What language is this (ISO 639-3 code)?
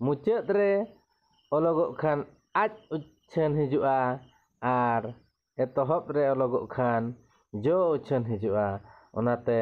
sat